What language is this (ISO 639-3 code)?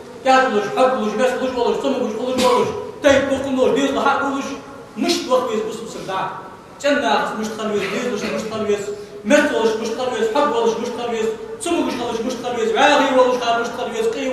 inh